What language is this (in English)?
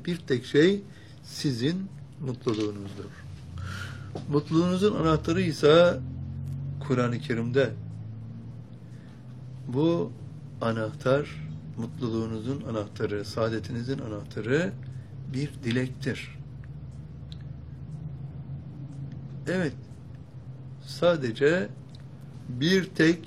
Turkish